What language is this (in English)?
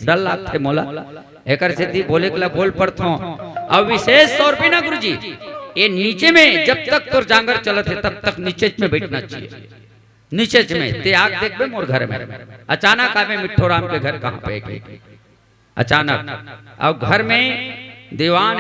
Chhattisgarhi